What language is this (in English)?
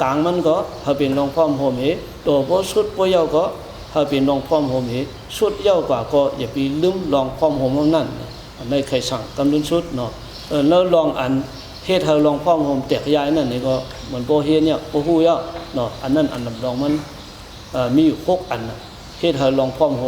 Shan